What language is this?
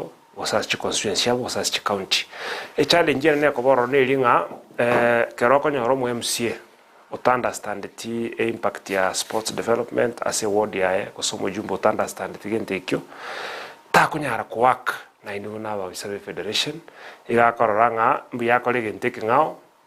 Gusii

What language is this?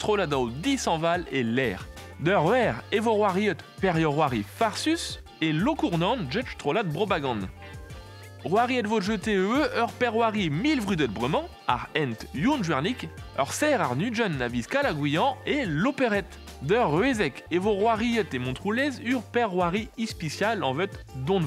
Breton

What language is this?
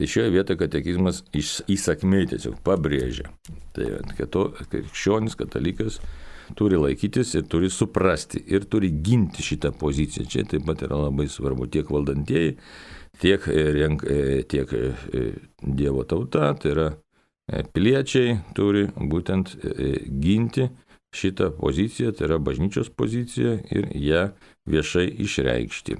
Lithuanian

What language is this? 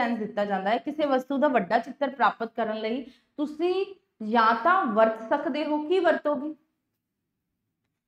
Punjabi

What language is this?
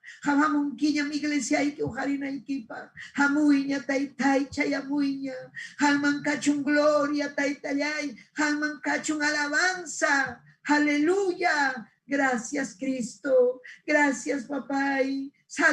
Ayacucho Quechua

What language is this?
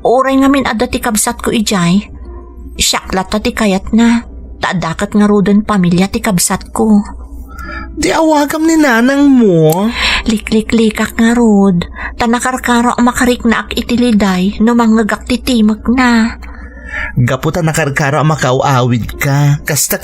Iloko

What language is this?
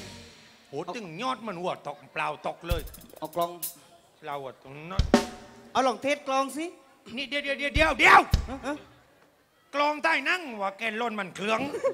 Thai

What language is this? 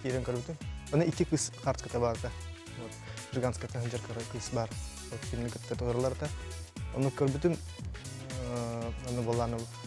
Yakut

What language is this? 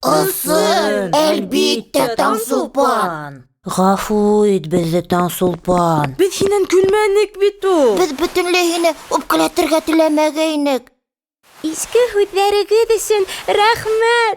Bashkir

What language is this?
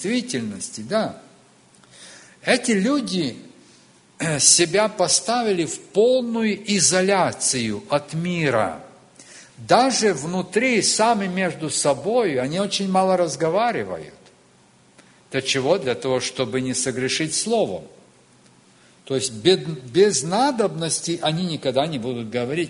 Russian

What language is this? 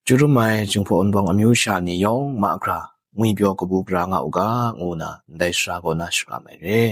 Kachin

